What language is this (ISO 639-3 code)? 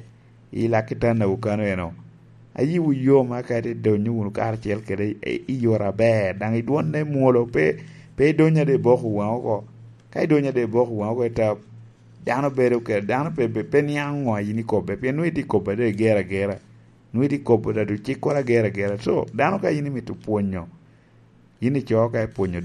laj